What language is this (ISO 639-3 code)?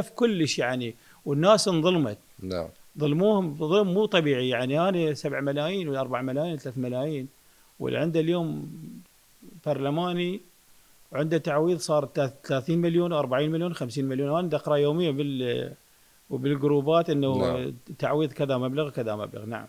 acm